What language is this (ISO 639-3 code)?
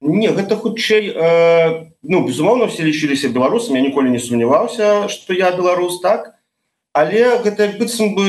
bel